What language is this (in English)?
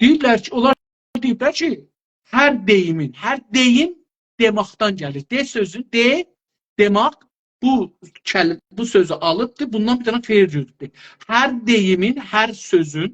South Azerbaijani